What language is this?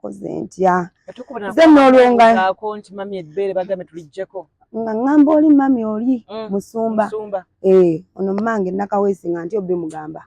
Ganda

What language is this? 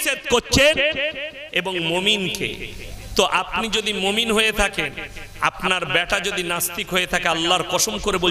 Bangla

